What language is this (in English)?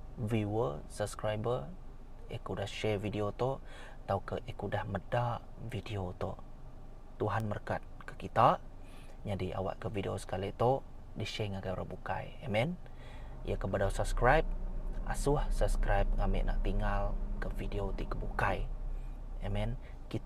Iban